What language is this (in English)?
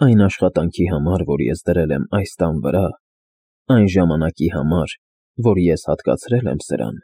Armenian